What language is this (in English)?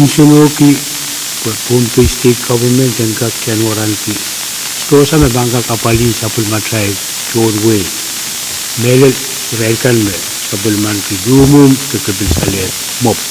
Pohnpeian